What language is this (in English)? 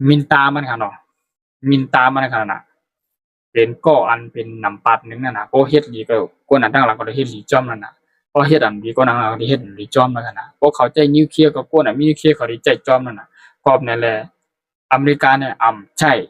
Shan